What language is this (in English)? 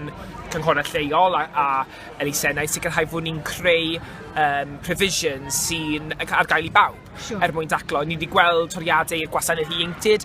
Welsh